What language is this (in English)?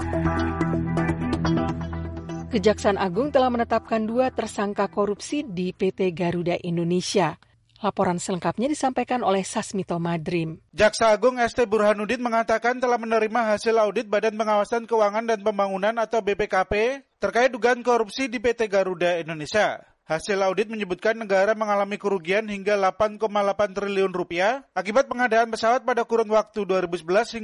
Indonesian